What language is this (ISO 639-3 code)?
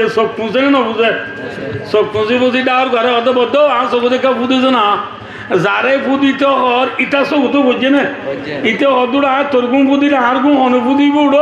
rhg